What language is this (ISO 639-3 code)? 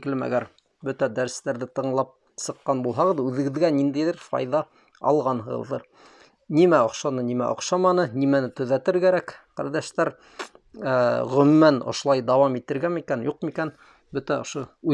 bak